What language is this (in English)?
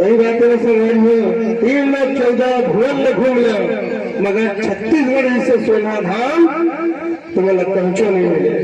Chhattisgarhi